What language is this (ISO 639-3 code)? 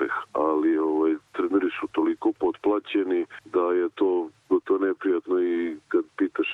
srp